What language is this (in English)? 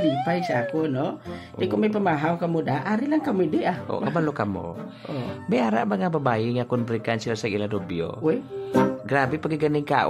Hiligaynon